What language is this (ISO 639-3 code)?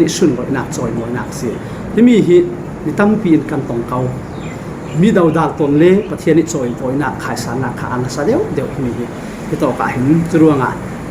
cfm